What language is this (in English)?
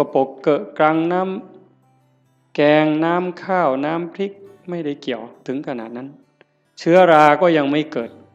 Northeastern Thai